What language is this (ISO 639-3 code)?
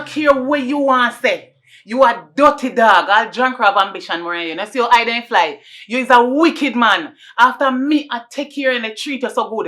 jam